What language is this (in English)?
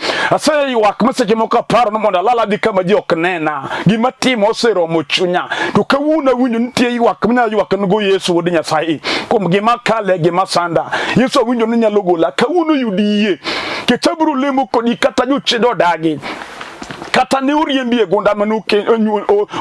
Luo (Kenya and Tanzania)